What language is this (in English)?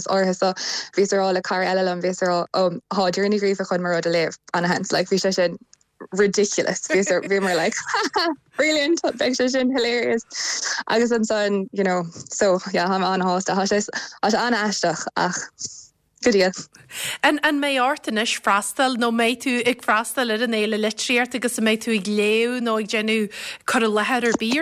Irish